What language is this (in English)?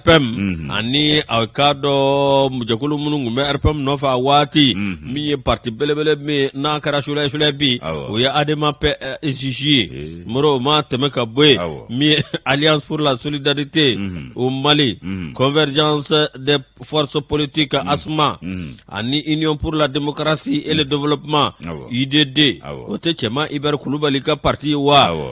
Bambara